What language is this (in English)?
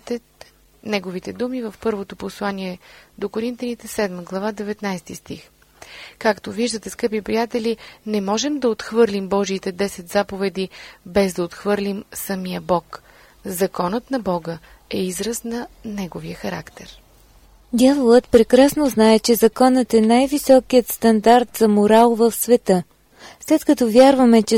Bulgarian